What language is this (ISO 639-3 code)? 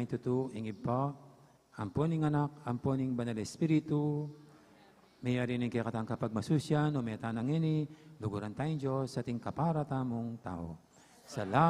pam